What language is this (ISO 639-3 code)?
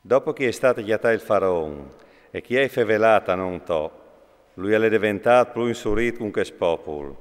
fur